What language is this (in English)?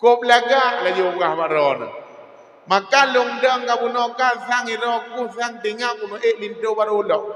Achinese